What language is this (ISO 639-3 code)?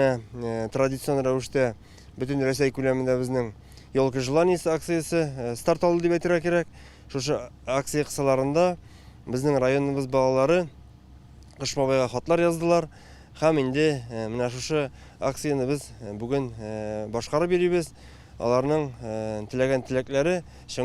tat